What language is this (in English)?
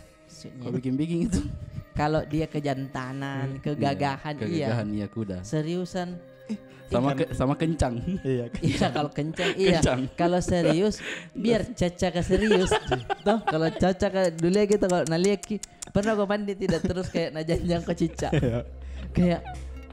Makassar Malay